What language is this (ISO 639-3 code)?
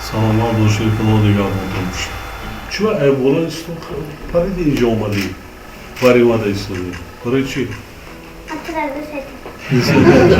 tgk